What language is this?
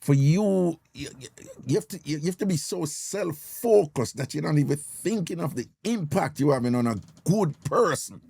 Jamaican Creole English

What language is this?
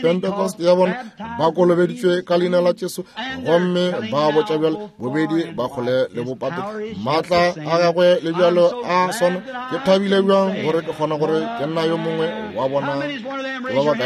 Northern Sotho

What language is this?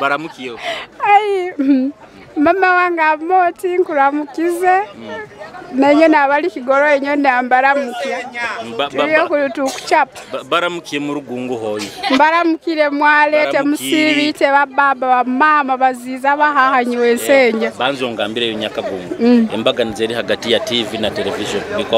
Nyoro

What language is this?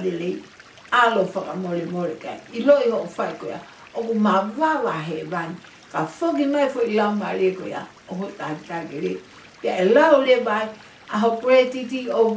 Tongan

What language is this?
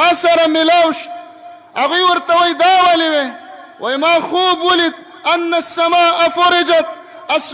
Pashto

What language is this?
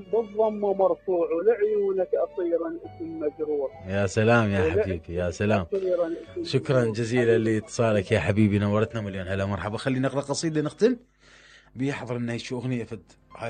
Mesopotamian Arabic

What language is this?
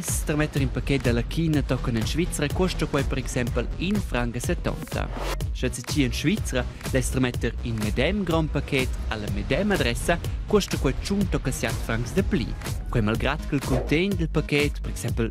Romansh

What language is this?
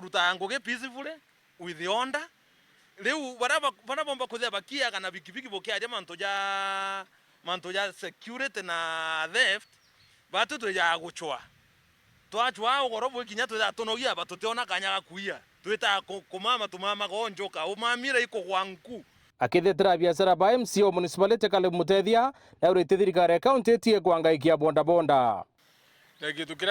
Meru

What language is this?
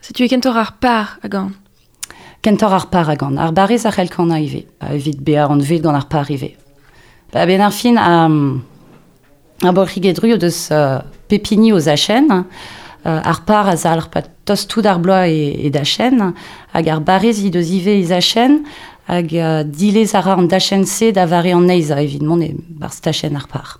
Breton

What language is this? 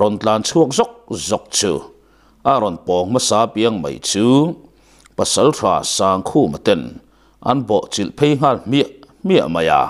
Mizo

